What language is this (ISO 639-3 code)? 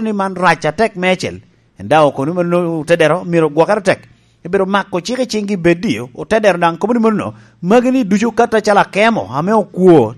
laj